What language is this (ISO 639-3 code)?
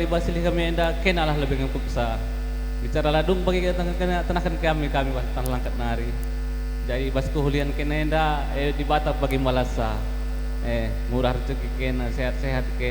btx